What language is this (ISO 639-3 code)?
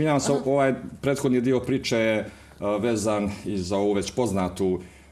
bos